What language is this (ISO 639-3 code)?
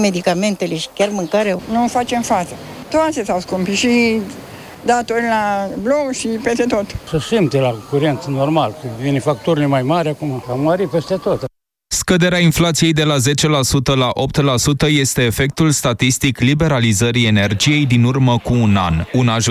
ron